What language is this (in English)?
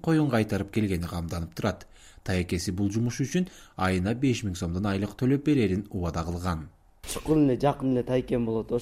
Kyrgyz